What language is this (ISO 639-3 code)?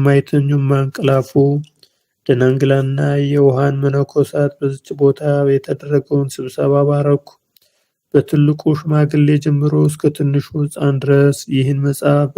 amh